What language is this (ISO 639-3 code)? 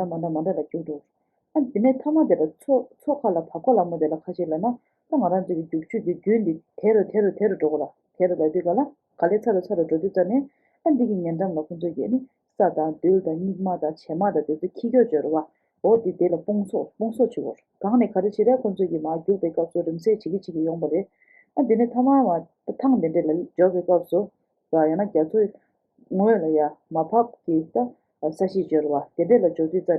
bod